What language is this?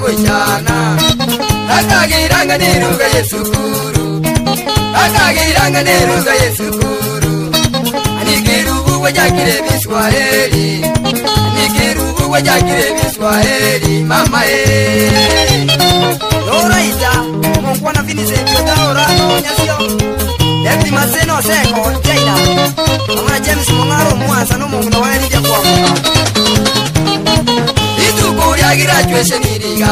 Gusii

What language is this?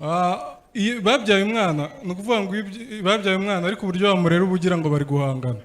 Kinyarwanda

